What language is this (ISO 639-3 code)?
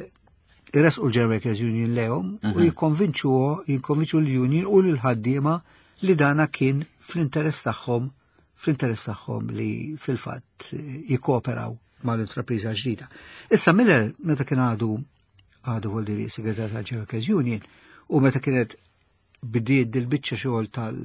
mlt